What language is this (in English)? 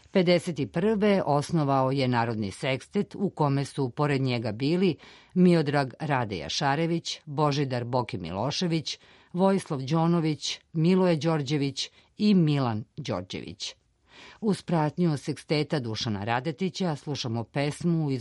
Serbian